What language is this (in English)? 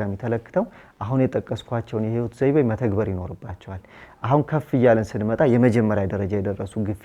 Amharic